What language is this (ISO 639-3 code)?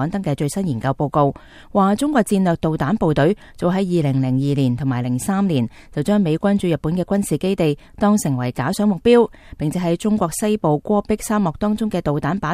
yue